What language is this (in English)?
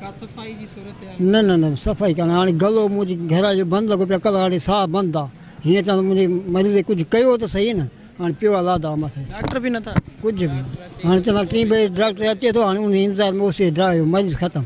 Sindhi